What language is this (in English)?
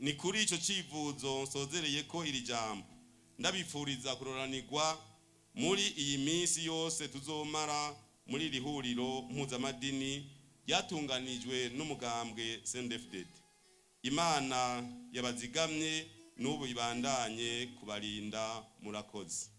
Rundi